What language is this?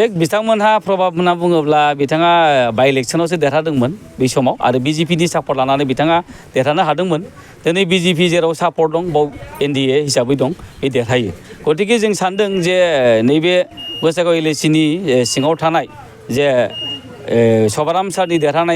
Bodo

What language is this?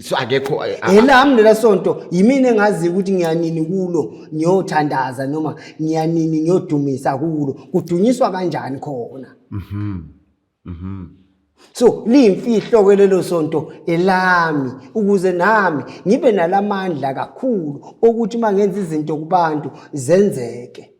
Zulu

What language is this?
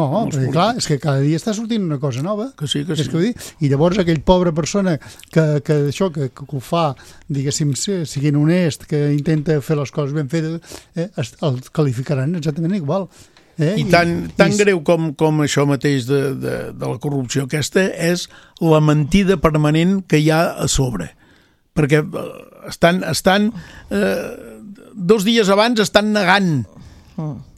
Catalan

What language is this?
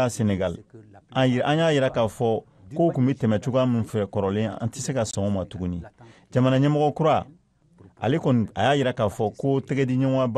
Bambara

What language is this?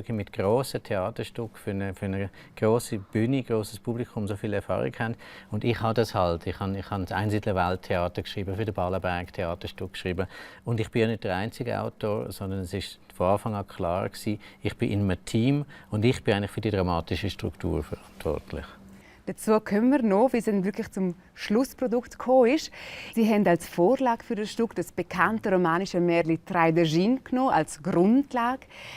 Romansh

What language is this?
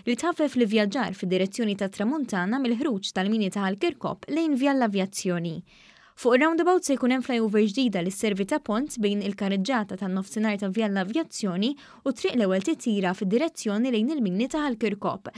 Maltese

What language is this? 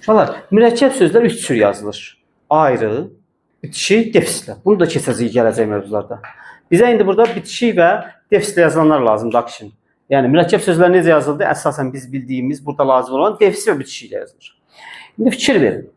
Azerbaijani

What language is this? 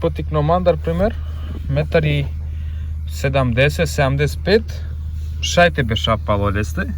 Romany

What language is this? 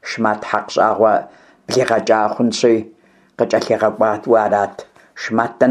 Kabardian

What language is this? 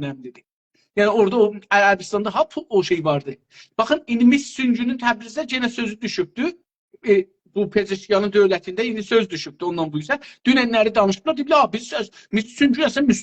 South Azerbaijani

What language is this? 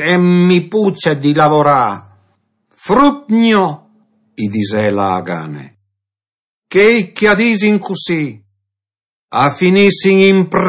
Friulian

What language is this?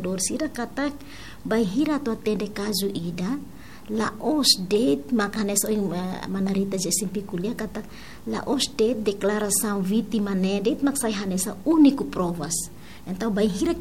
Tetum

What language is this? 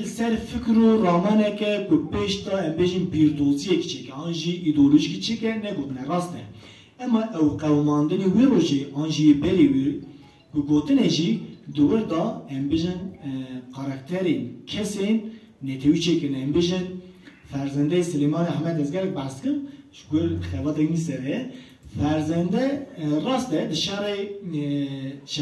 Kurdish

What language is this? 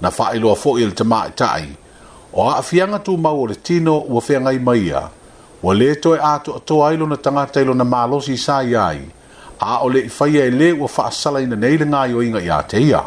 Samoan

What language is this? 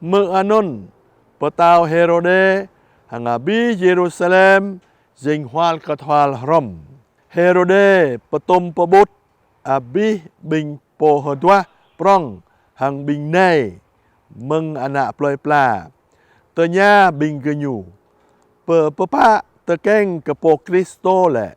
Jarai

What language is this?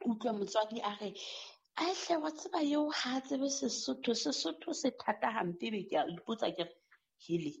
Southern Sotho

